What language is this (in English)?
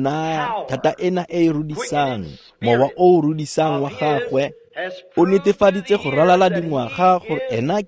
Tswana